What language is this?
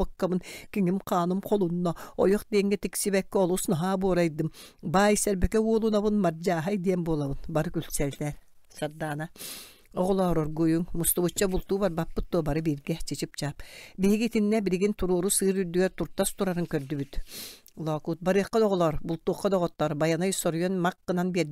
Yakut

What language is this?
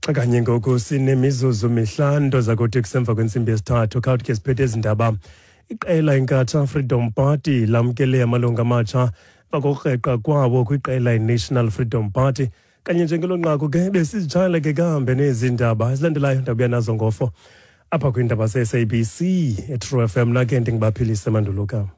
Xhosa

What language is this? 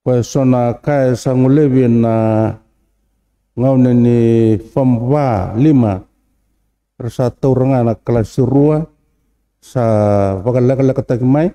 Fijian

